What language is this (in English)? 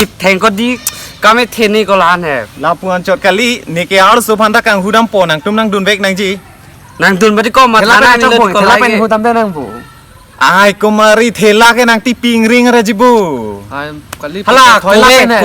Karbi